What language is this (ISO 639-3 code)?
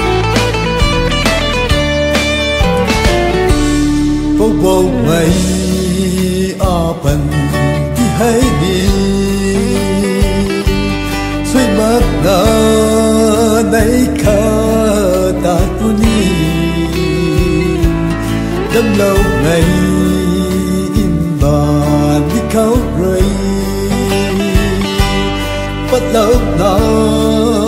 vie